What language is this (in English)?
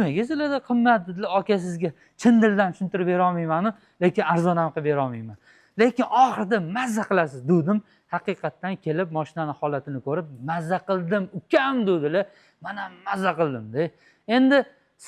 Uzbek